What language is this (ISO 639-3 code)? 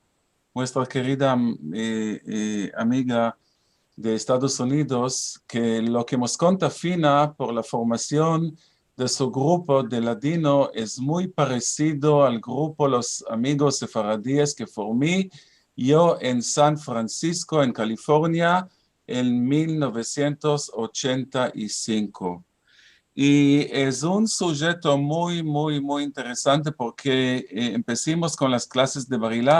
lad